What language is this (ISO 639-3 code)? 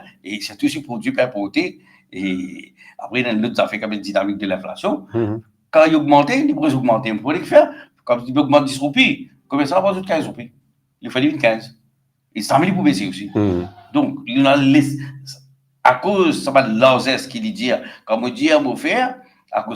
mfe